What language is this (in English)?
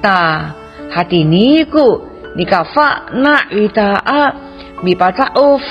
Amis